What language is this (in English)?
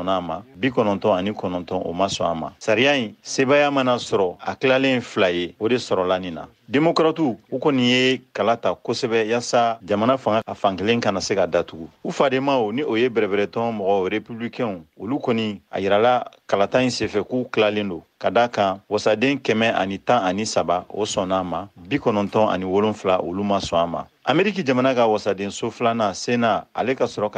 Bambara